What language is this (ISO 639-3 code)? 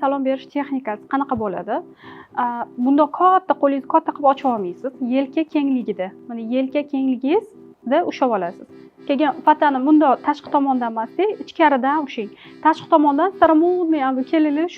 uzb